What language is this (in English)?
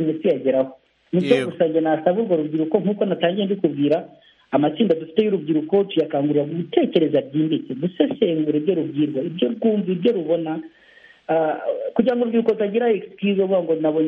Kinyarwanda